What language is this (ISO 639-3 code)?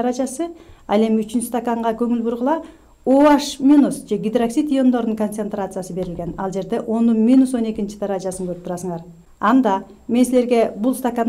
kir